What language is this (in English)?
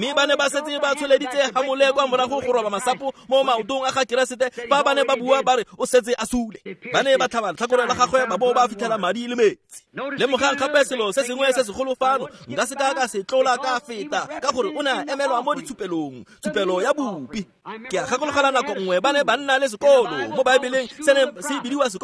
Tswana